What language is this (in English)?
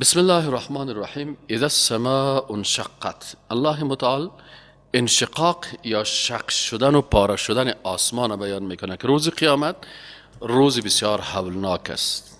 Persian